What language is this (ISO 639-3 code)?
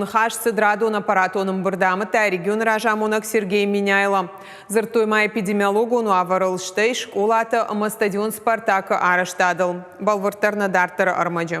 oss